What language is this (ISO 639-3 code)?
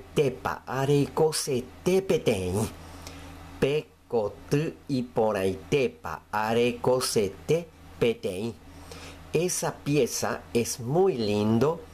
grn